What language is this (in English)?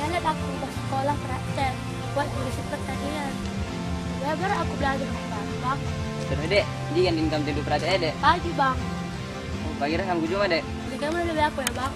Batak Karo